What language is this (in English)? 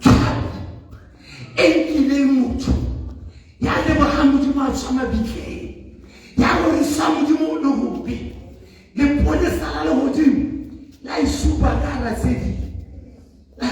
Southern Sotho